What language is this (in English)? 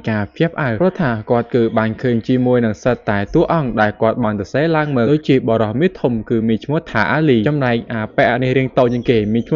Khmer